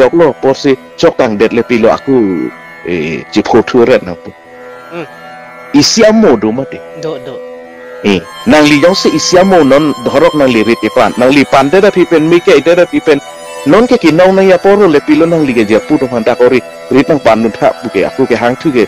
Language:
Karbi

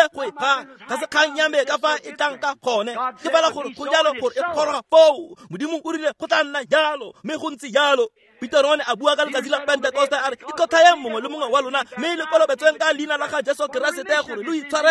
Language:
Tswana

